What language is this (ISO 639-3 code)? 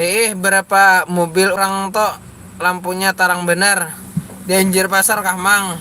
bjn